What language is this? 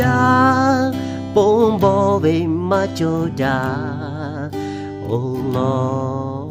Lahu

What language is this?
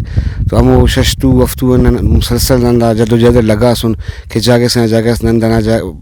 Brahui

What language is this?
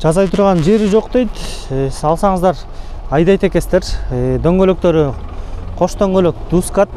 Kyrgyz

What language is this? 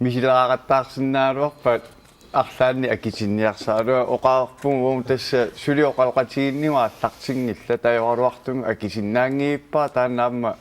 Kalaallisut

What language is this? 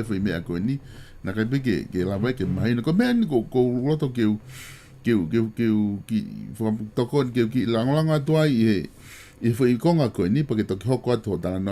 Tongan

